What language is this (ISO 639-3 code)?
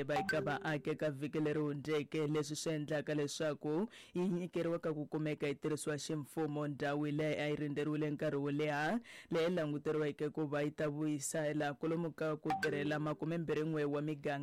tso